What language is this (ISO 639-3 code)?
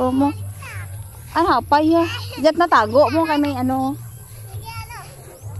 fil